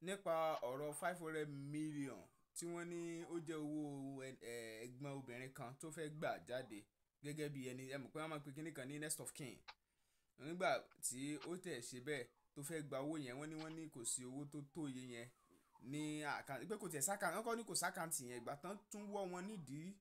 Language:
Yoruba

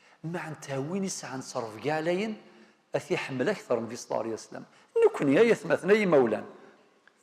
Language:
Kabyle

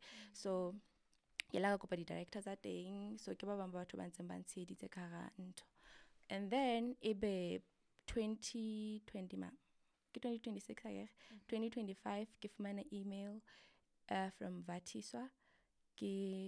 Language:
Southern Sotho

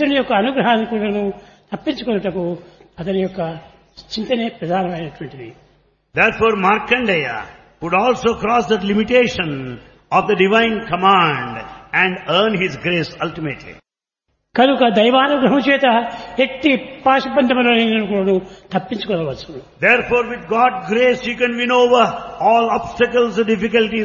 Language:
Telugu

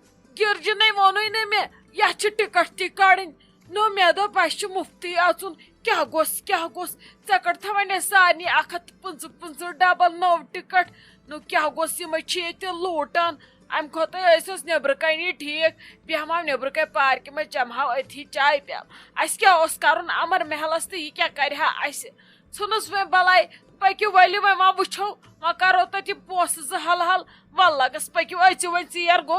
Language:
Kashmiri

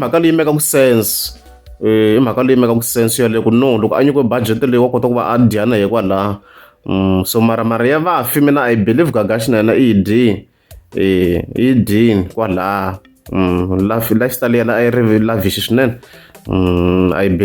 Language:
Tsonga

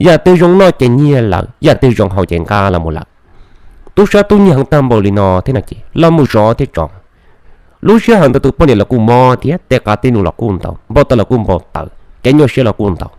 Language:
Hmong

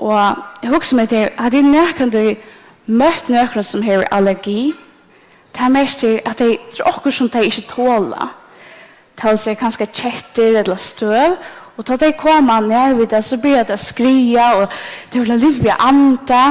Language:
Faroese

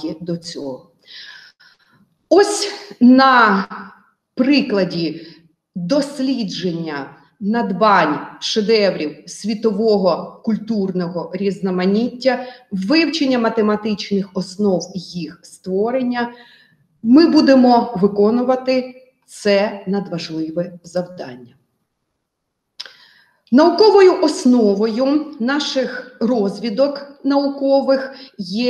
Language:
Ukrainian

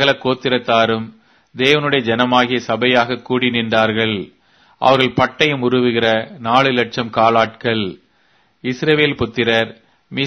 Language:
Tamil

